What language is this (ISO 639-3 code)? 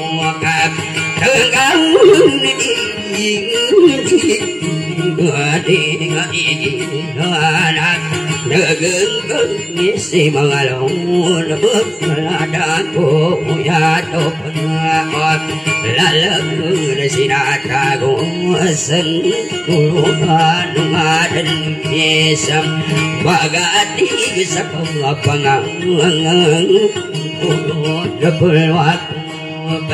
msa